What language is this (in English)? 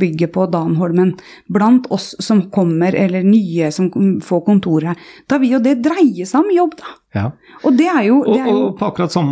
Norwegian